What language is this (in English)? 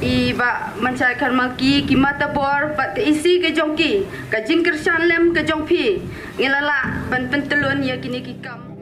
Khasi